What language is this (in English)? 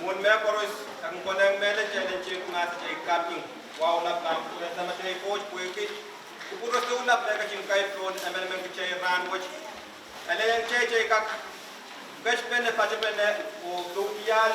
Pohnpeian